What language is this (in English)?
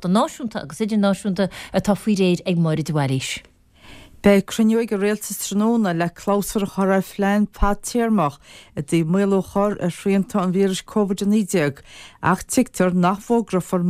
Irish